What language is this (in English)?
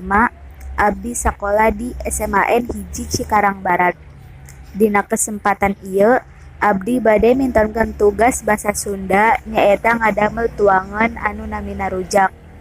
Sundanese